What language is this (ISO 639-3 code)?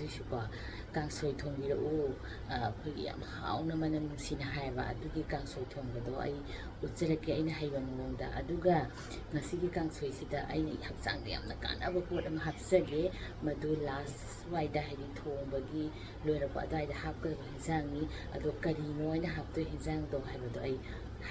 mni